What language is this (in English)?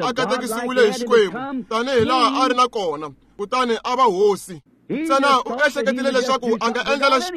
Tsonga